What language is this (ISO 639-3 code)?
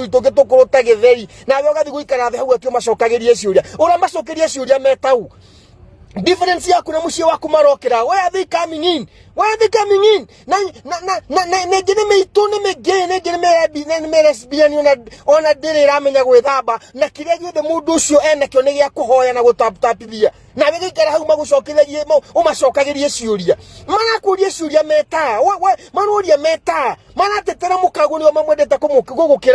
kik